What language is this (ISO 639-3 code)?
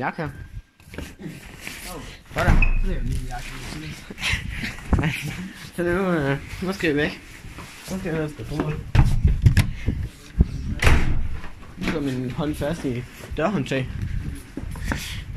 dan